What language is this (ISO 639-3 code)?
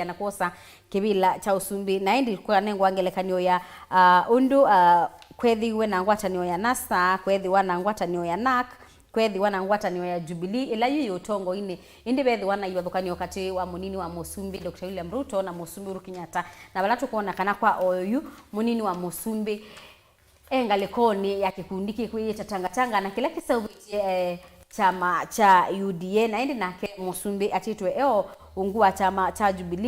kam